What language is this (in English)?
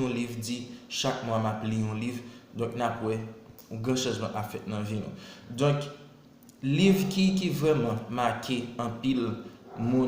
Haitian Creole